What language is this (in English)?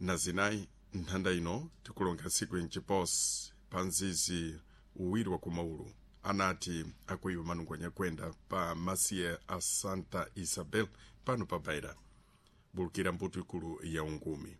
Sena